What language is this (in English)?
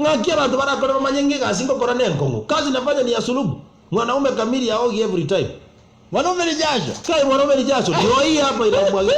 Gusii